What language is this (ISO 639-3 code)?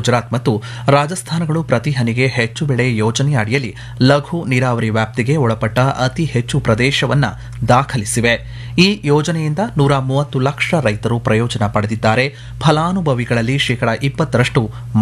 kan